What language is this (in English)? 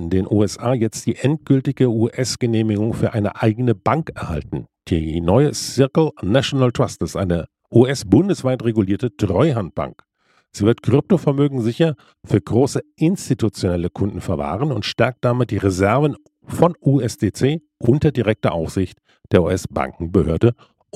German